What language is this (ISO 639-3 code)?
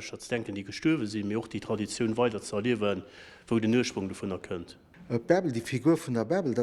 ltz